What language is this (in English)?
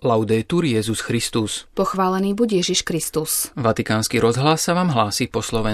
Slovak